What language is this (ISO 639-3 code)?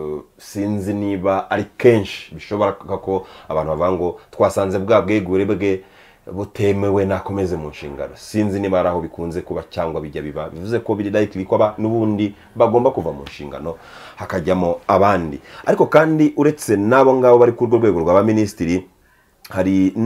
kin